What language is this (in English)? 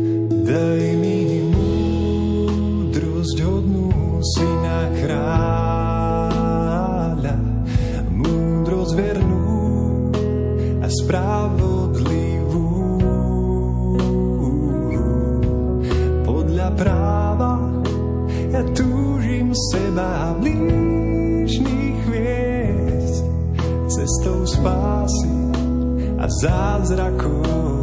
Slovak